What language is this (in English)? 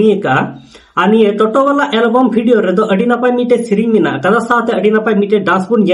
Santali